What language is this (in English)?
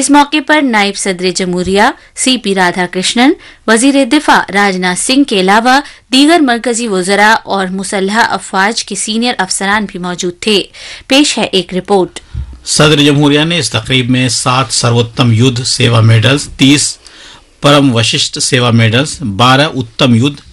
Urdu